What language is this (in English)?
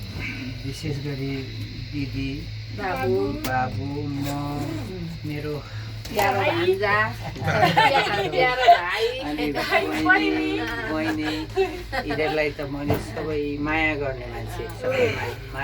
Nepali